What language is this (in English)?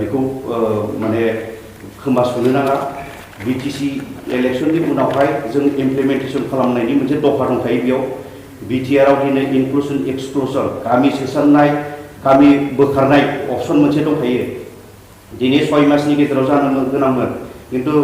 Bodo